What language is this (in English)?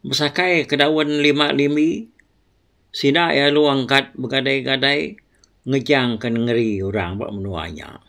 Iban